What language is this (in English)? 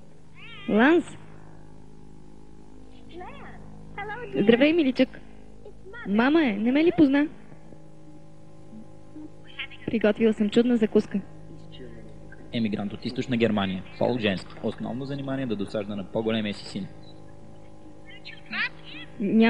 Bulgarian